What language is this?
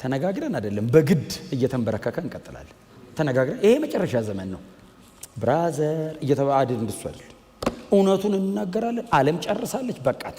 Amharic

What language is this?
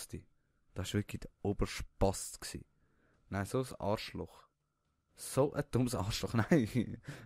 Swiss German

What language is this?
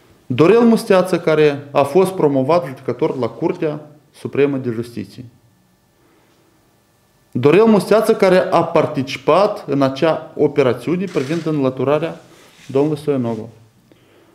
Romanian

